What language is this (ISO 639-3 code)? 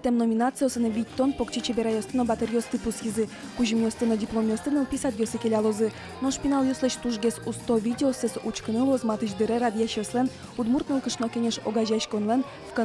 udm